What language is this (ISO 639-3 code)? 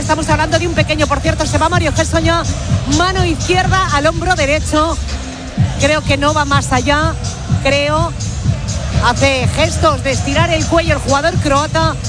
spa